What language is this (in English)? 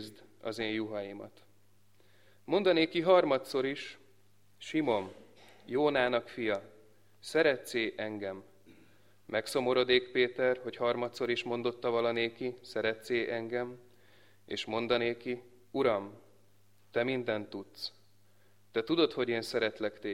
Hungarian